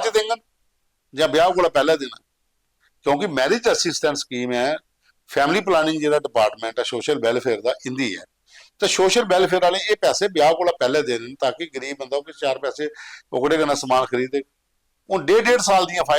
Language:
Dogri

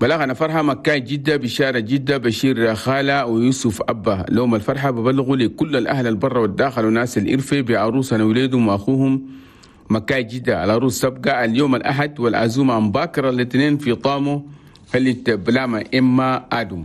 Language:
Chadian Arabic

